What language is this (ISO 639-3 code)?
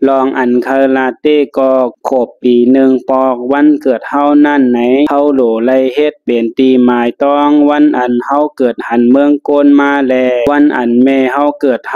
shn